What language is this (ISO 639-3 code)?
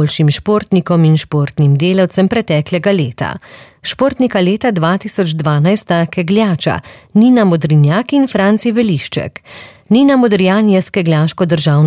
slv